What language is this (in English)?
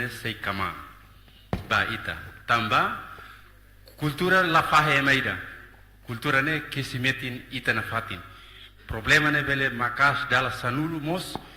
Tetum